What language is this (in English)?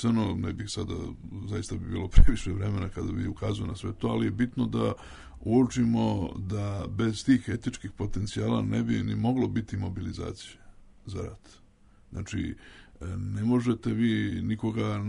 Serbian